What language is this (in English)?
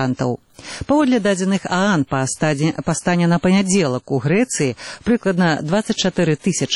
Belarusian